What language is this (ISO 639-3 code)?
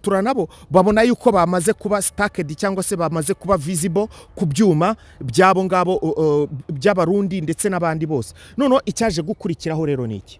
kin